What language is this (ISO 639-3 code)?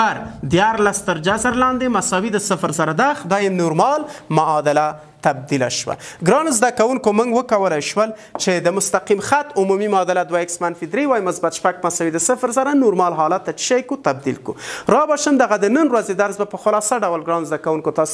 pus